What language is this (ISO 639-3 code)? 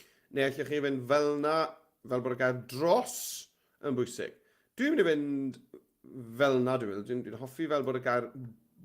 cym